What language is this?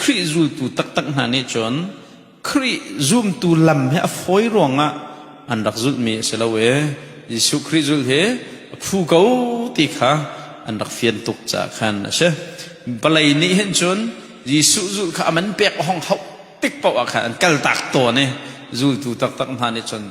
Hakha Chin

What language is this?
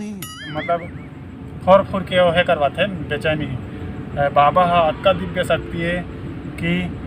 Chhattisgarhi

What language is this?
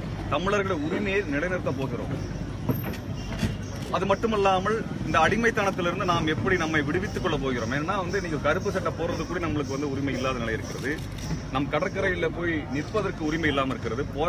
Tamil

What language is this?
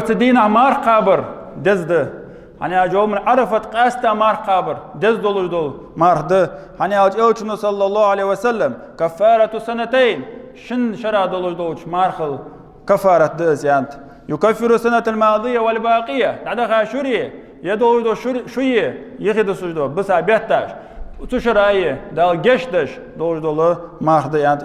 Ingush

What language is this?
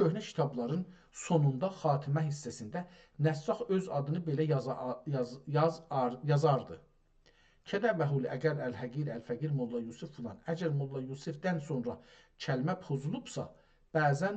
South Azerbaijani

